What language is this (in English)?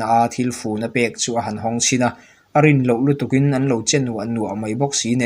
Mizo